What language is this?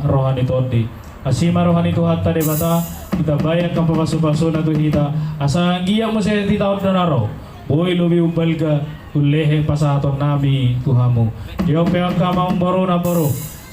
Batak Toba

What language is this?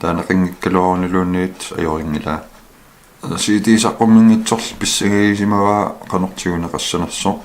Kalaallisut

